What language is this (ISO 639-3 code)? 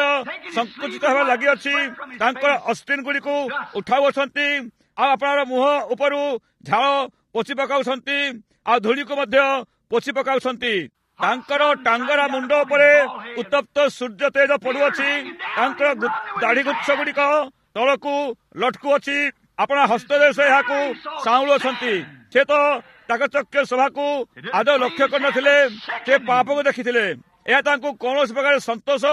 ori